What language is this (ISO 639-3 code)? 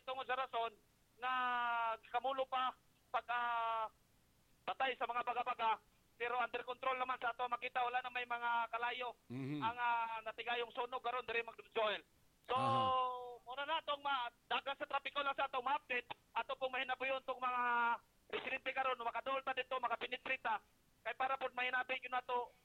ceb